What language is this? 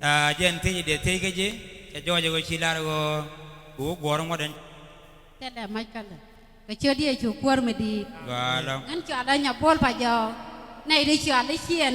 Nuer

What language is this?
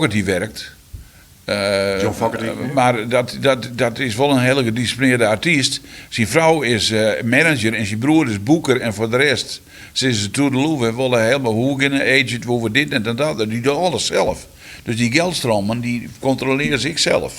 Western Frisian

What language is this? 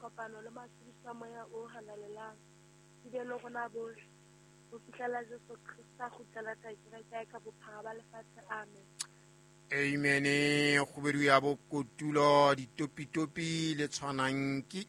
Southern Sotho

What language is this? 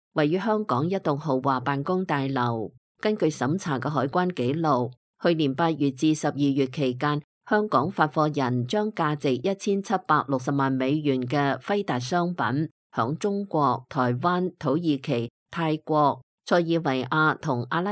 Cantonese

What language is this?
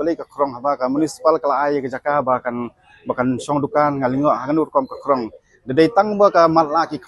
Khasi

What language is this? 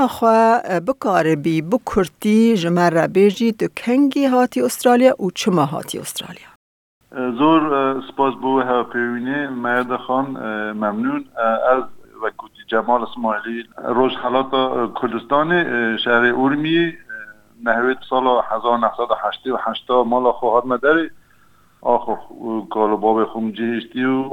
Kurdish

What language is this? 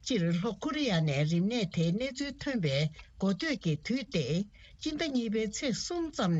Tibetan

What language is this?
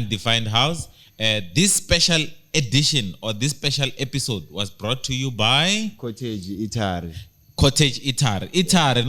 Tsonga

